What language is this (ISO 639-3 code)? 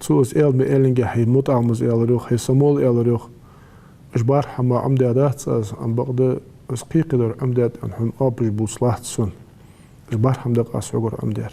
inh